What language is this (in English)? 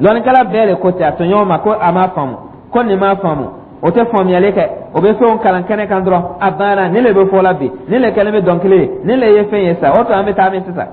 Dyula